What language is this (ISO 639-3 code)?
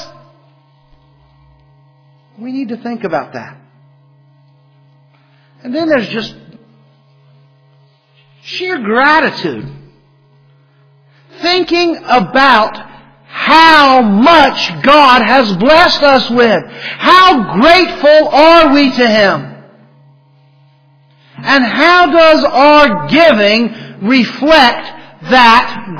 eng